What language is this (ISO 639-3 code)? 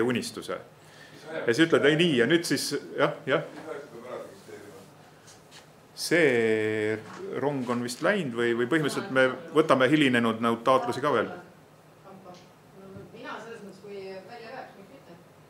est